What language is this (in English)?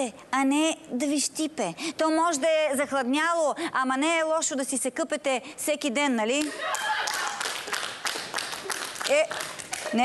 Bulgarian